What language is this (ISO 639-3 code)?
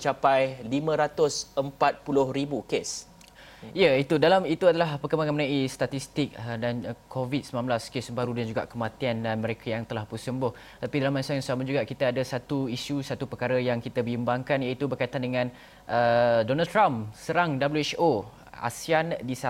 msa